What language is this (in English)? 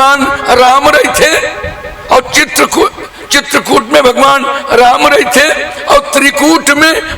Chhattisgarhi